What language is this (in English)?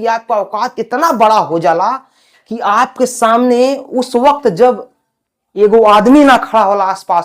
Bhojpuri